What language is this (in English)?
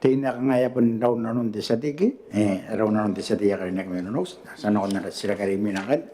Gilbertese